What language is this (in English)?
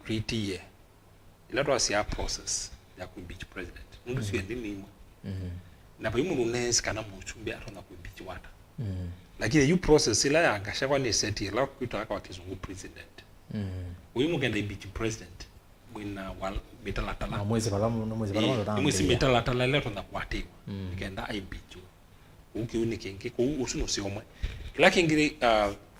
Kamba